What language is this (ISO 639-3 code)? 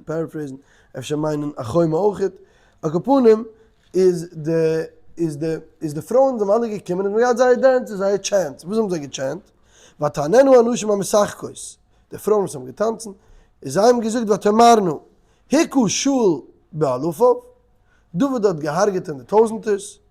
yid